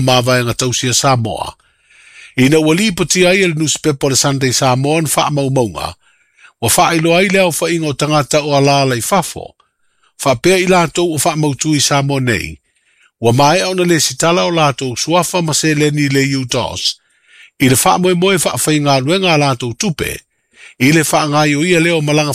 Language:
Samoan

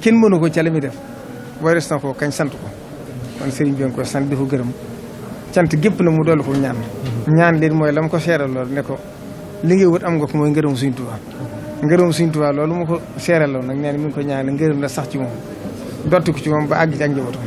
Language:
Wolof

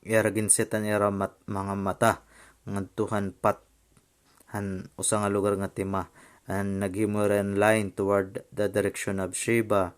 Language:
Waray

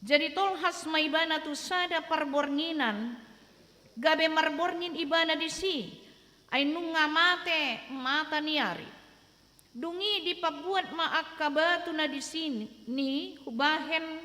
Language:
Batak Toba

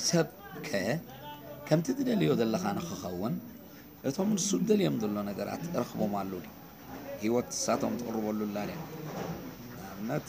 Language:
Tigrinya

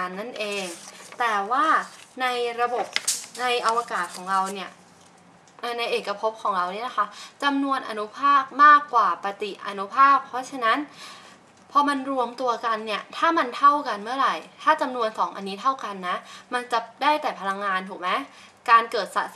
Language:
Thai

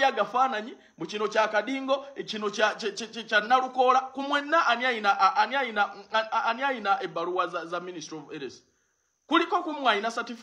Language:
Ganda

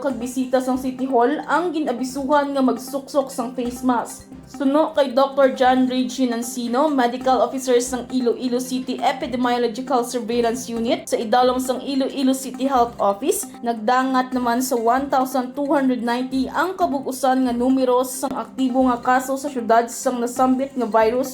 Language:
Hiligaynon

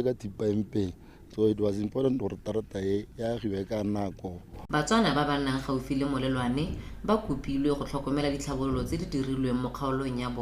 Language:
Tswana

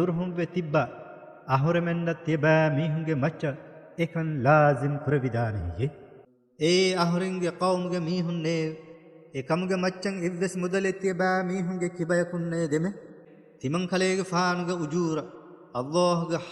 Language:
Divehi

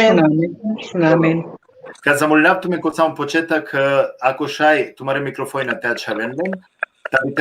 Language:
Balkan Romani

